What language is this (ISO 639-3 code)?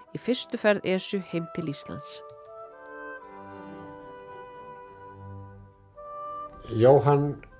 isl